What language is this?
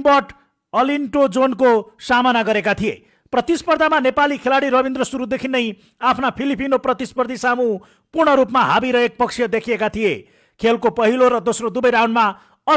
Nepali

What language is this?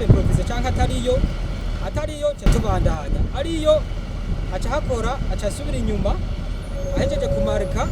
Rundi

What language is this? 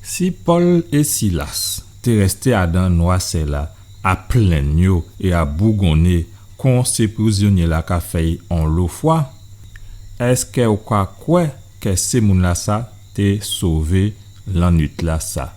Guadeloupean Creole French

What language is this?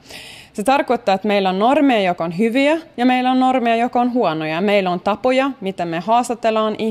Finnish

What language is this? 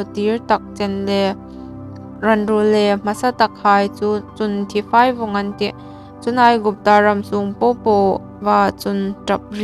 Hmar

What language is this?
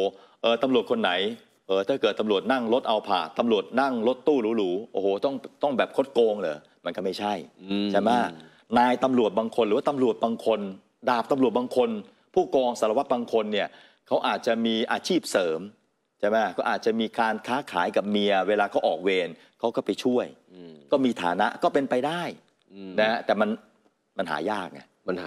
Thai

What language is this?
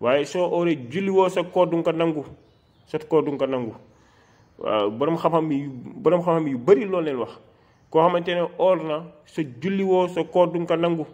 Wolof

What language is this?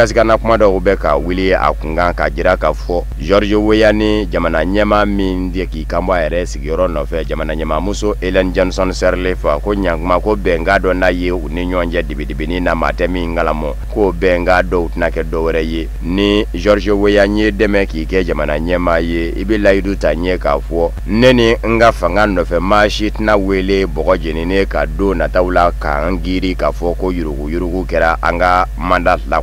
Bambara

